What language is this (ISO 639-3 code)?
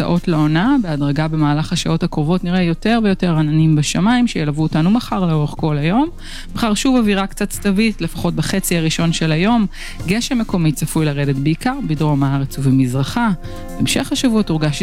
heb